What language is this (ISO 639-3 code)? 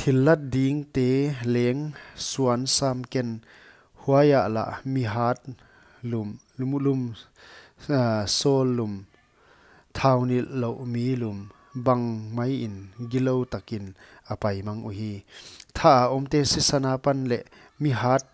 pck